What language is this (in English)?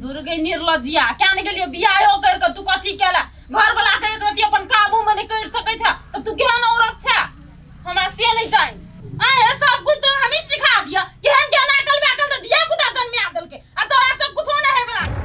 Maithili